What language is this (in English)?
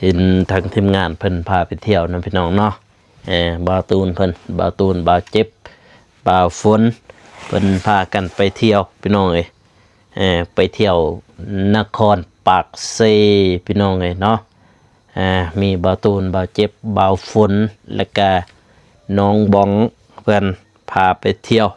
Lao